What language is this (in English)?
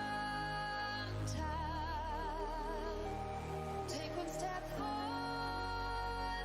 Kara-Kalpak